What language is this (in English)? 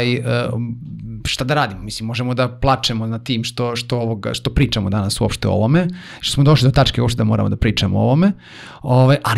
Serbian